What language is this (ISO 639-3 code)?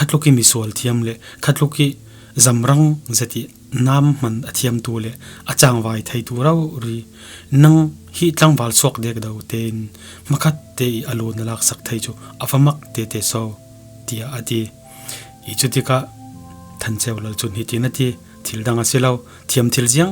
cfm